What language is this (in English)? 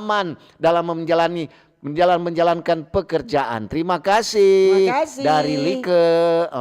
Manado Malay